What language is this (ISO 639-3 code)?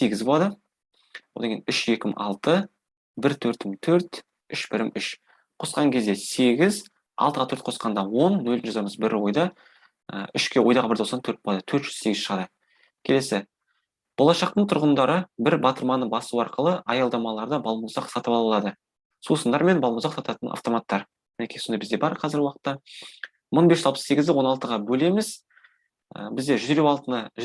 kaz